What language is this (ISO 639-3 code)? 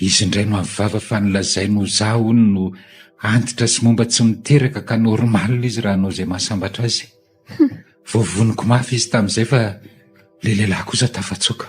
mlg